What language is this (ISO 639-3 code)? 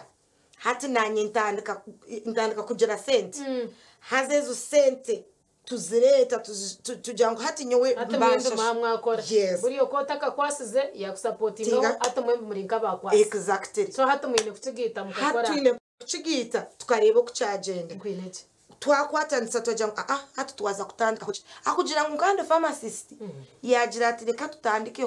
nyn